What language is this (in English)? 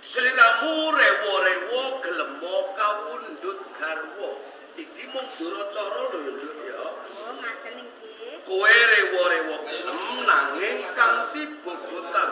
Javanese